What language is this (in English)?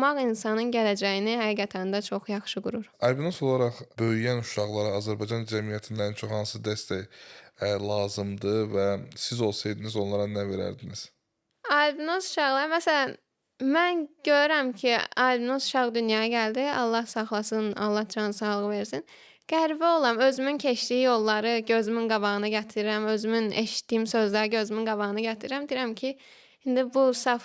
Azerbaijani